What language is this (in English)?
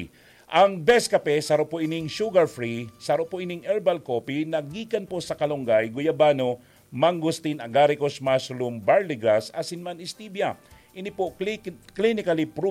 Bikol